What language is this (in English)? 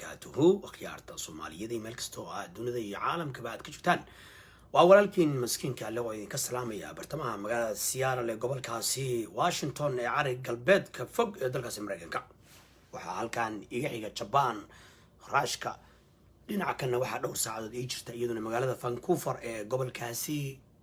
Somali